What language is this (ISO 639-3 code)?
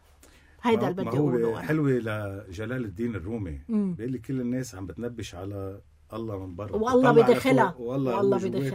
apc